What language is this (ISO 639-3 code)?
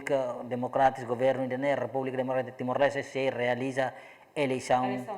tet